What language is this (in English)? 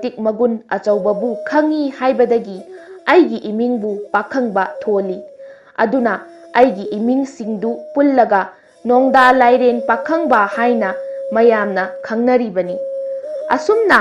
Manipuri